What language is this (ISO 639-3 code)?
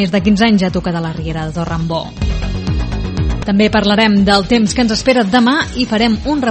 cat